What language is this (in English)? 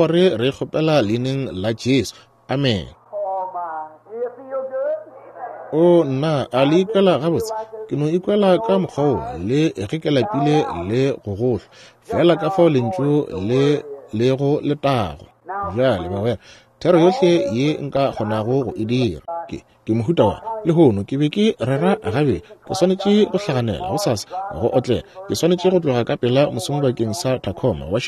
Northern Sotho